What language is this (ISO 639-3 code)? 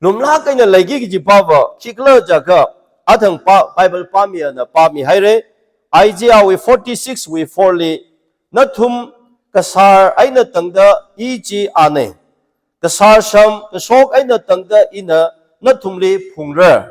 nmf